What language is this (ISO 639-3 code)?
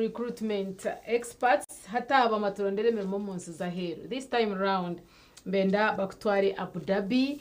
nyn